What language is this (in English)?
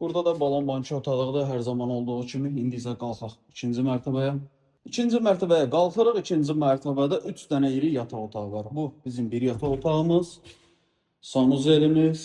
Azerbaijani